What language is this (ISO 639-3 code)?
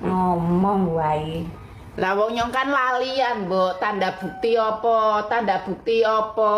jav